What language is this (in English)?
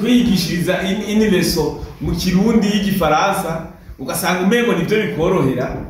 Rundi